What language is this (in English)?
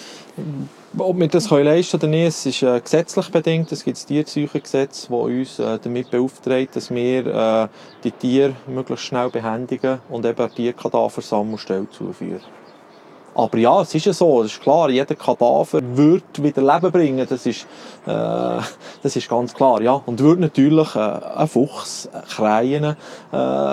German